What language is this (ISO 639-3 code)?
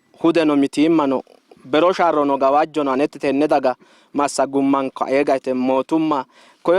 sid